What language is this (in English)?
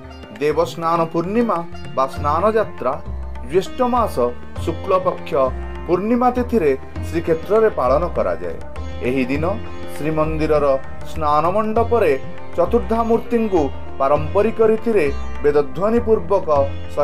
Odia